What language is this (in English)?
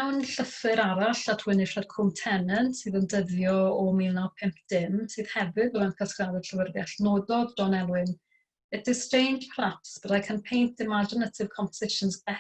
Welsh